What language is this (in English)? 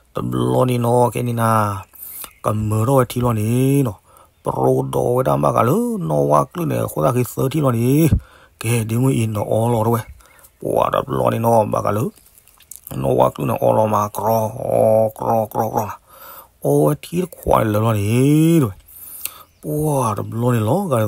S'gaw Karen